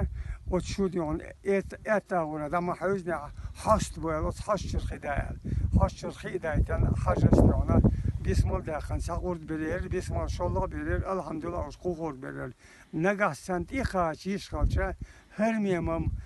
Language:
Chechen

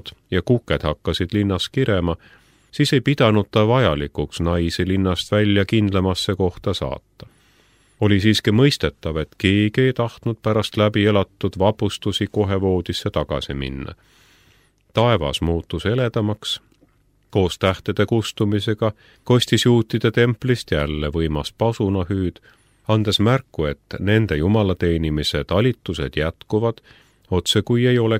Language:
Estonian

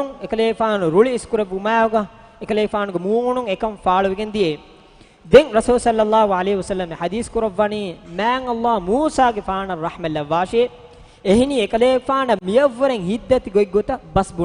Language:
Divehi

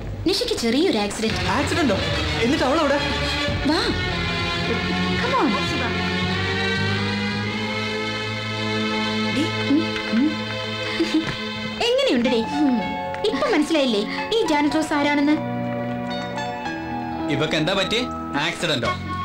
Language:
Malayalam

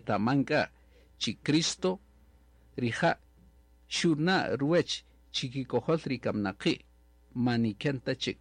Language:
Kaqchikel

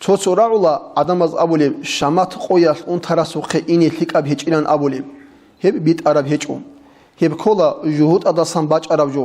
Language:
Avaric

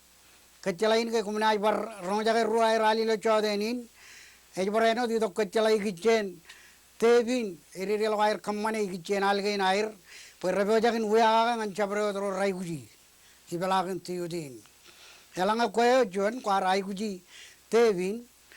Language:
Marshallese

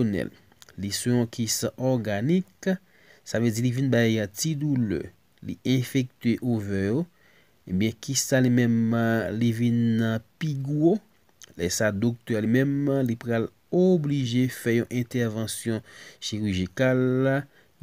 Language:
Haitian Creole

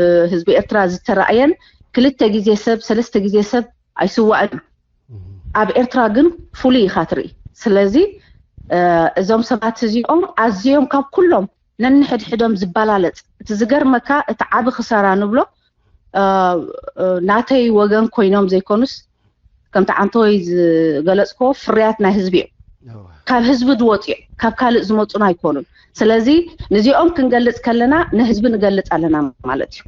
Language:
Tigrinya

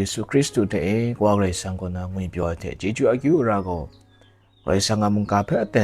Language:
Kachin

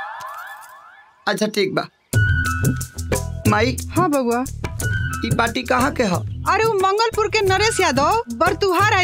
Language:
Bhojpuri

